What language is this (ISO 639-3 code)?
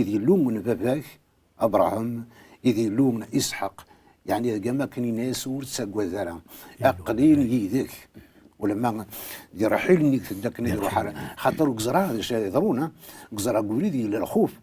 kab